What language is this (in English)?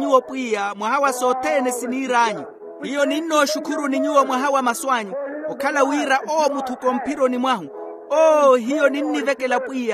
Makhuwa